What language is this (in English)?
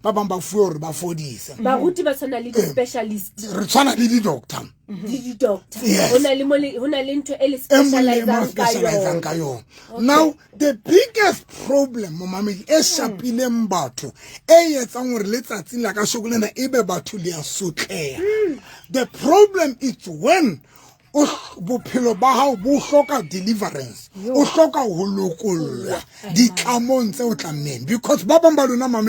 Southern Sotho